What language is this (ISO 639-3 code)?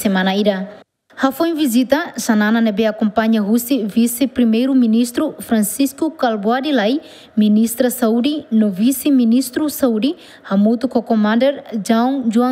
tet